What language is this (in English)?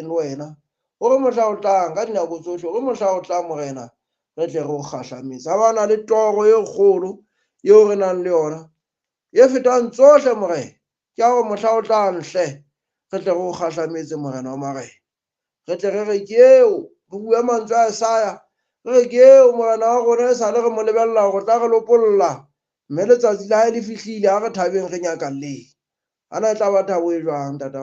Southern Sotho